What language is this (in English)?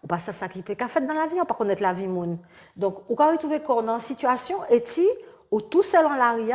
Guadeloupean Creole French